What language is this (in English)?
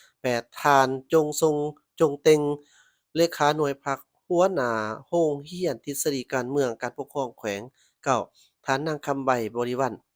Lao